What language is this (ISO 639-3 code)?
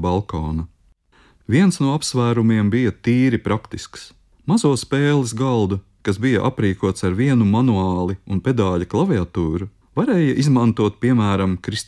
lav